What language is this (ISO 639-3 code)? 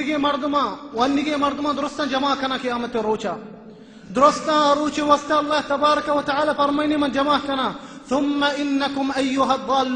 bal